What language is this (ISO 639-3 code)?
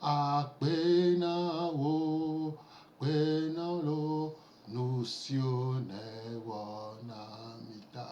gej